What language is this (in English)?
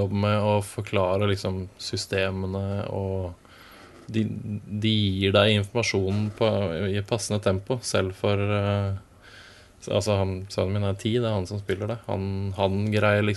Norwegian